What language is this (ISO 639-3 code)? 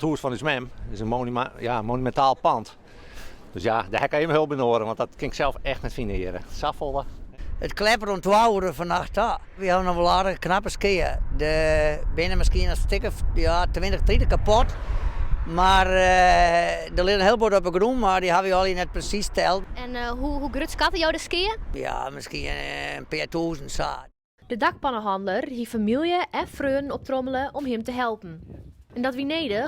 fry